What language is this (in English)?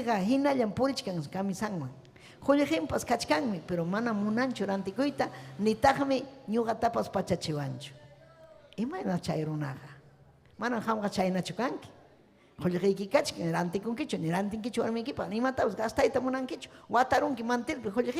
Ayacucho Quechua